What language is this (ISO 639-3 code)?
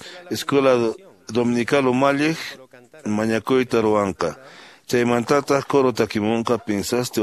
que